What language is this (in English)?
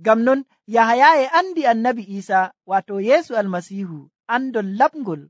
Nigerian Fulfulde